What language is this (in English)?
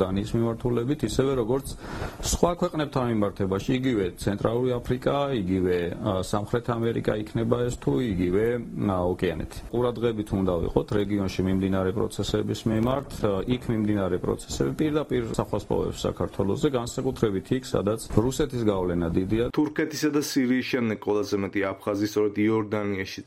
Georgian